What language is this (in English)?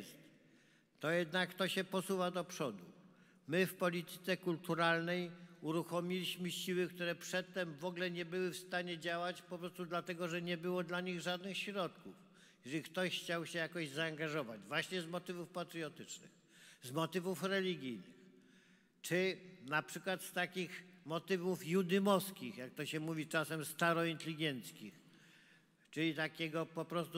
Polish